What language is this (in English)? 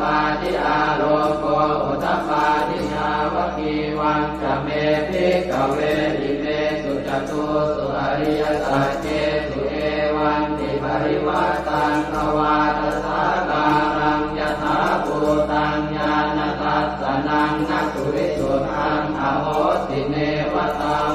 Pali